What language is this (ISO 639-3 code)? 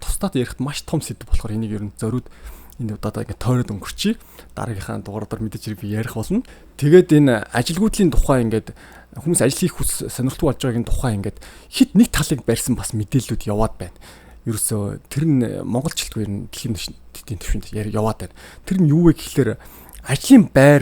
mon